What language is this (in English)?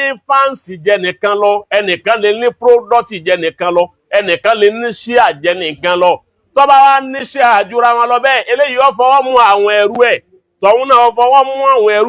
Yoruba